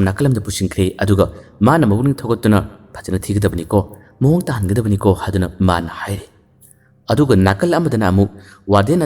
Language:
Manipuri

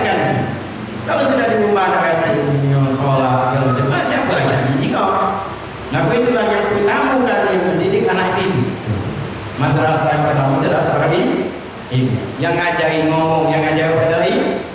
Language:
Musi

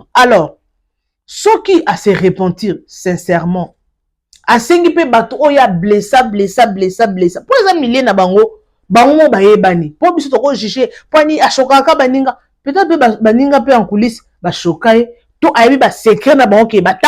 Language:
Lingala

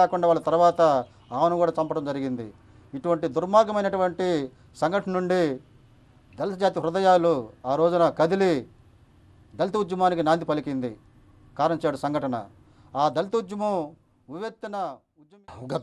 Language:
Telugu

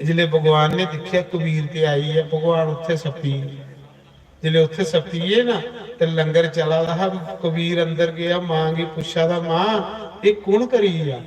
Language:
Dogri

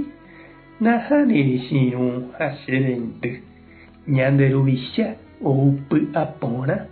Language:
Guarani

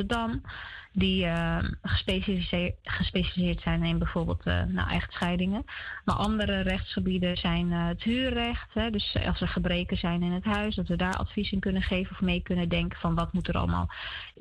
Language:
Dutch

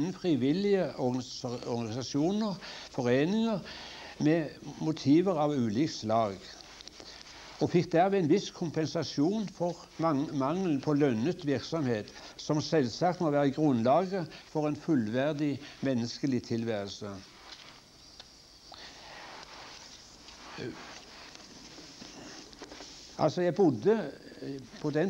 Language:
Norwegian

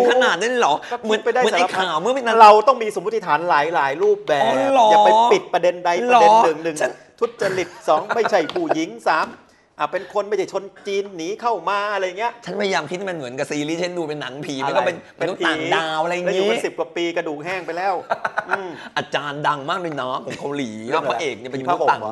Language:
Thai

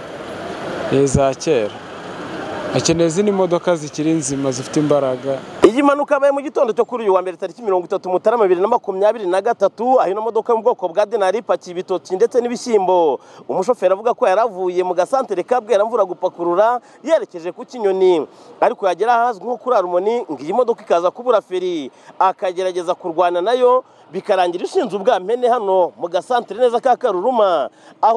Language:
Kinyarwanda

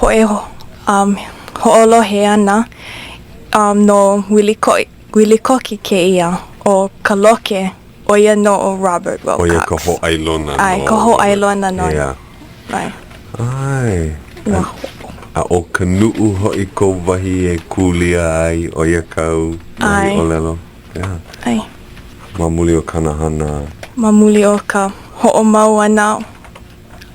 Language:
Hawaiian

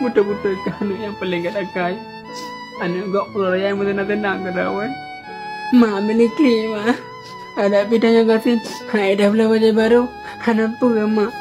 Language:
Achinese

